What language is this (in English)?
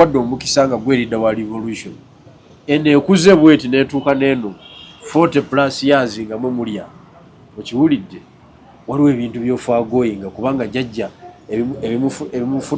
Ganda